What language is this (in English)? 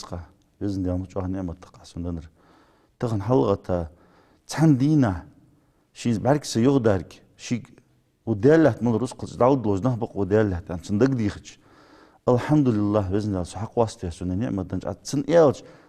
Ingush